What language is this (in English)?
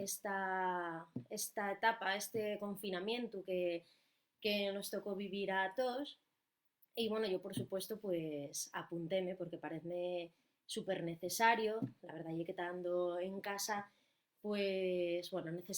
Asturian